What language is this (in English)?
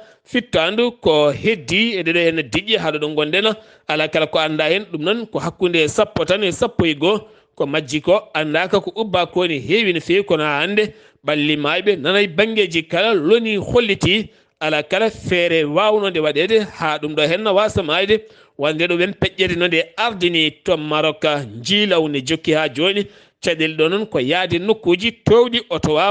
Fula